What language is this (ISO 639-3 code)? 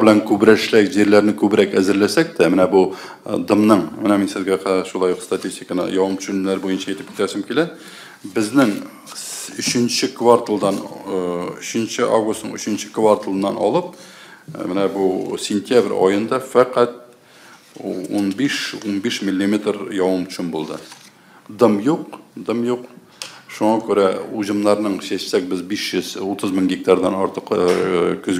tat